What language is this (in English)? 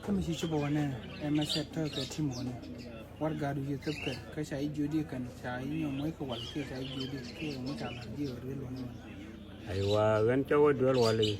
Nuer